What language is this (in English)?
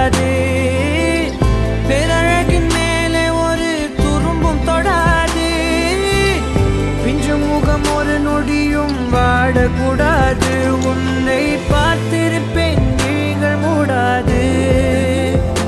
Tamil